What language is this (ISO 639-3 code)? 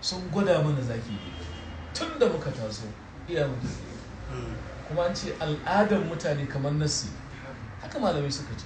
hau